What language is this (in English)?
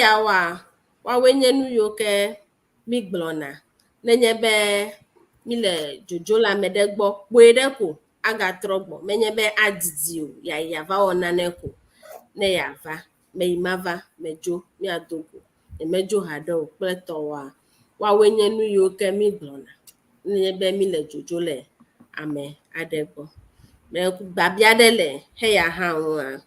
Ewe